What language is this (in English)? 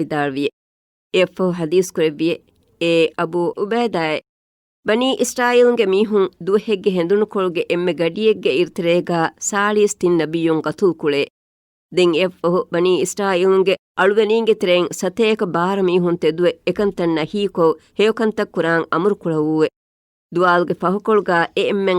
Divehi